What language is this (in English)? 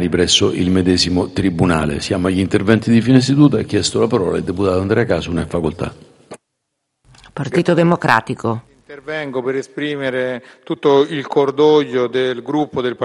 Italian